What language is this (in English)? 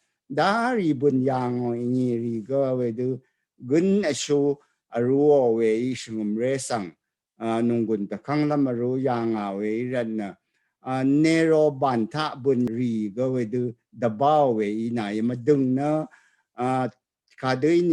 Rawang